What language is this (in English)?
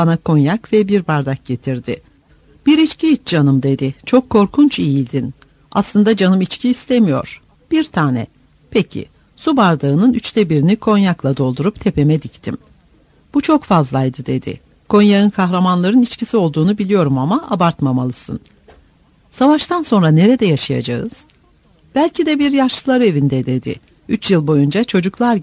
Turkish